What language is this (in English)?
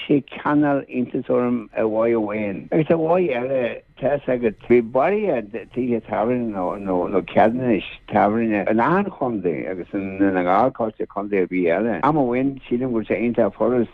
Irish